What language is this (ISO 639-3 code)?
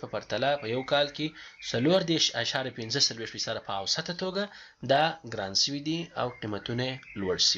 pus